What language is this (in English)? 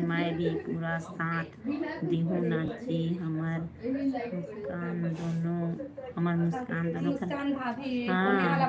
Chhattisgarhi